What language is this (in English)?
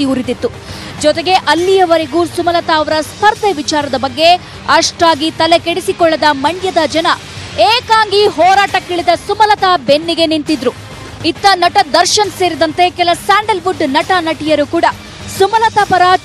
Kannada